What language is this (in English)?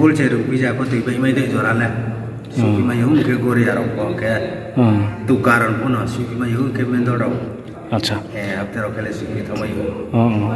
Riang (India)